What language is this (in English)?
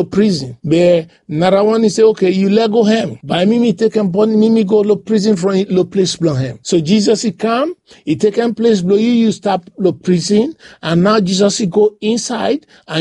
Bislama